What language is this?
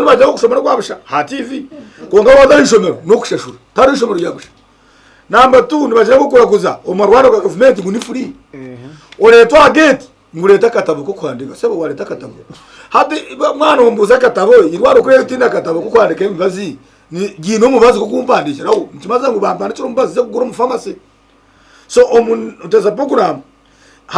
Nyankole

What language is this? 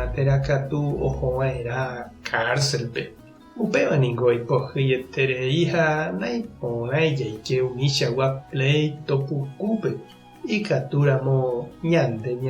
Guarani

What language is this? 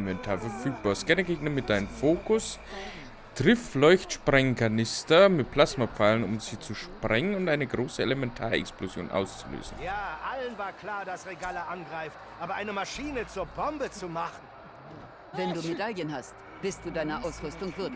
Bavarian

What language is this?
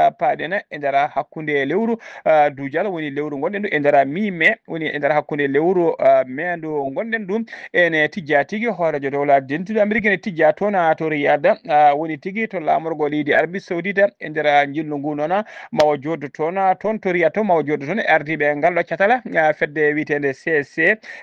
Fula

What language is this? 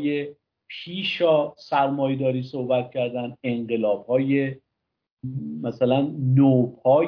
Persian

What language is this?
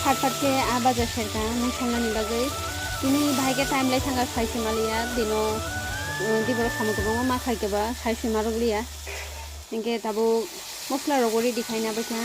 Kok Borok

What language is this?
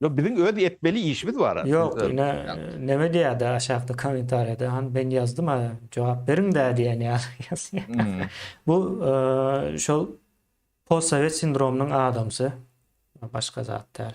Turkmen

